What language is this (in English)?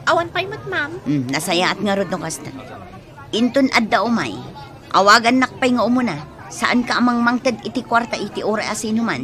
Iloko